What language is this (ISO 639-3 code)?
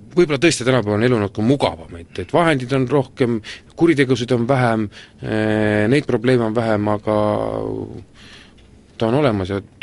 est